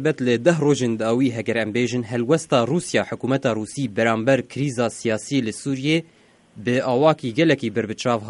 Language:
Kurdish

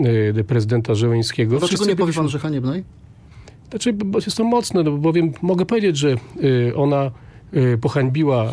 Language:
Polish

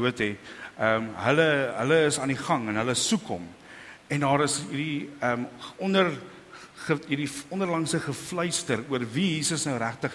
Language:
Afrikaans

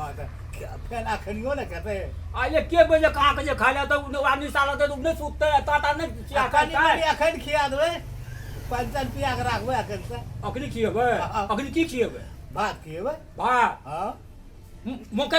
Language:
Maithili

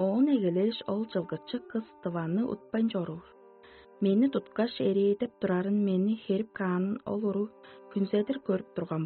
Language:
Tuvinian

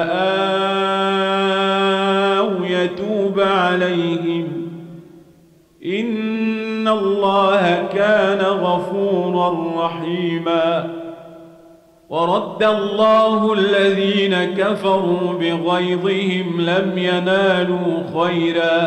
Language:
Arabic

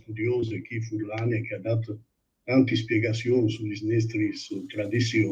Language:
Friulian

